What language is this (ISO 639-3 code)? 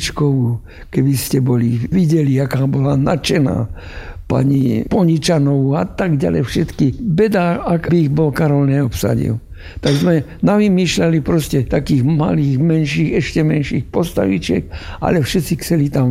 slk